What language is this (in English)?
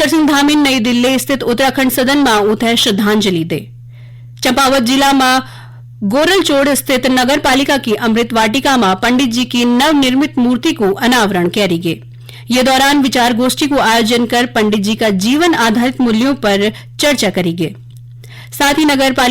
Garhwali